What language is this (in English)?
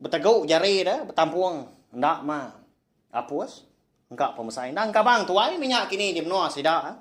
Iban